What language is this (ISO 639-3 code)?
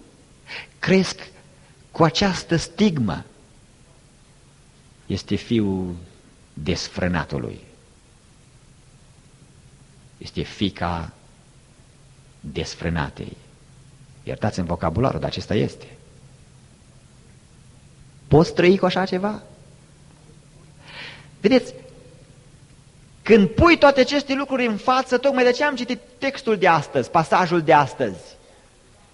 ron